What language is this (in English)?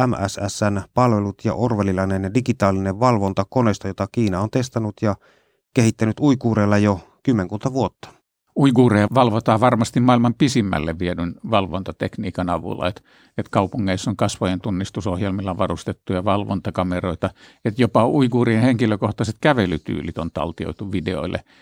Finnish